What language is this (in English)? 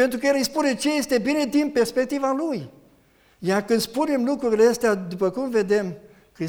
Romanian